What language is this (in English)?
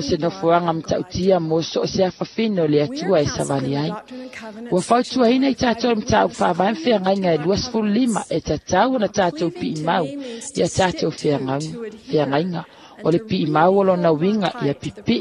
Samoan